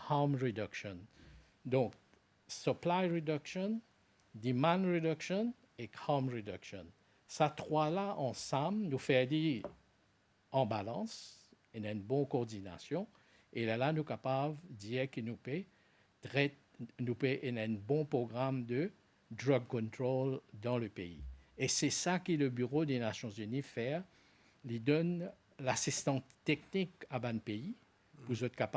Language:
Morisyen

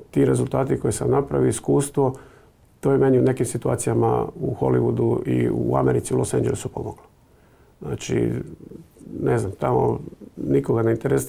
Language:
Croatian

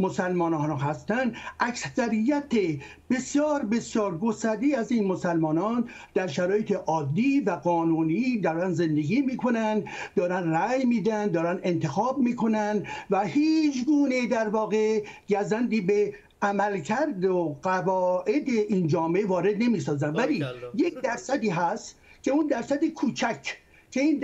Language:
Persian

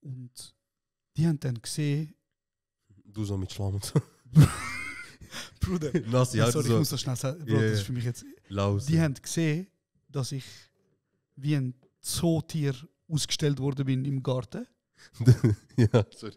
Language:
Swiss German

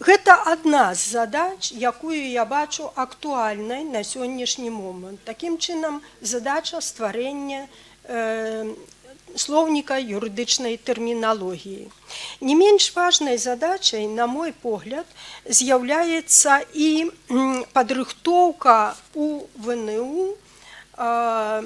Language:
Belarusian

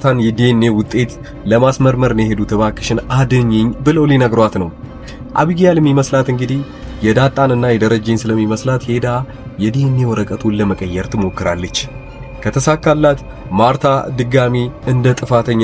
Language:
Amharic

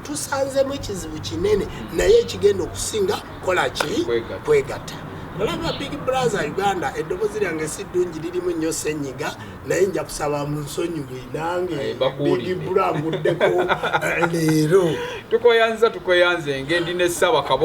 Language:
Ganda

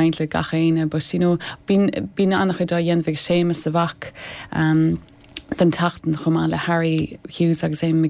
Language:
Irish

